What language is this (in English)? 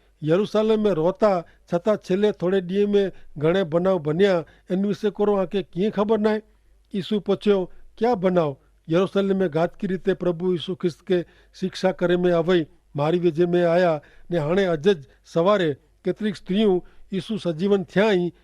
Kachhi